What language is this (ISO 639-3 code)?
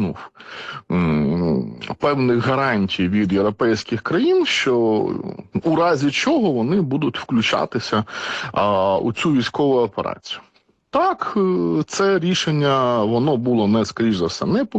ukr